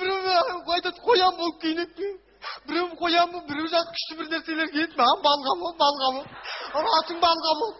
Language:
Kazakh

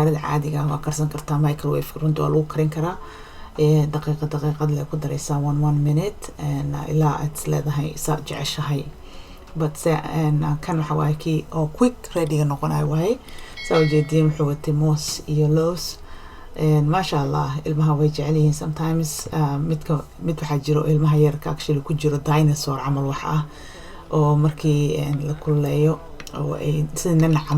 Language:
Somali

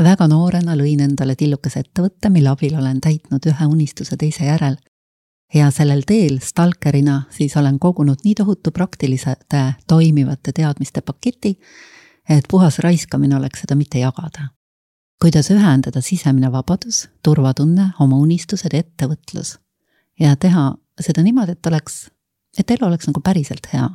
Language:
Estonian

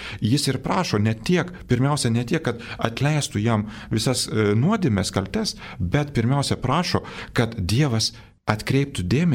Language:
Lithuanian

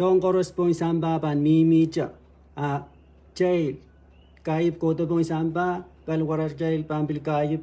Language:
Pohnpeian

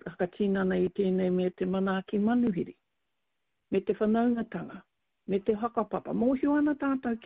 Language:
Māori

